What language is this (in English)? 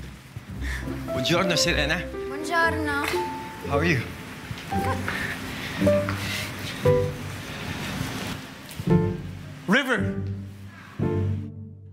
Filipino